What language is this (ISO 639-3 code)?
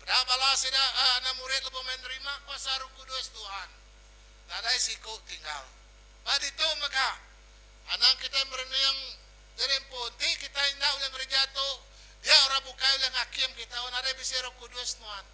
iba